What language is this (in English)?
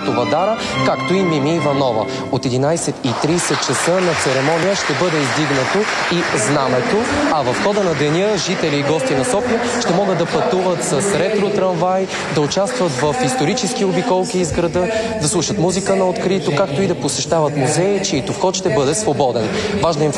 Bulgarian